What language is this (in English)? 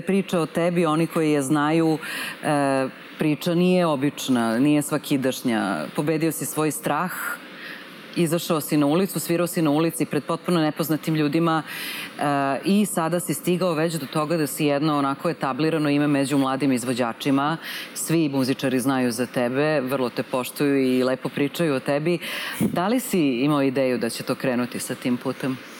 Serbian